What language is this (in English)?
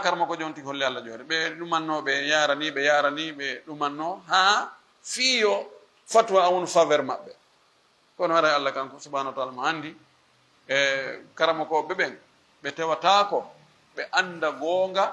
Fula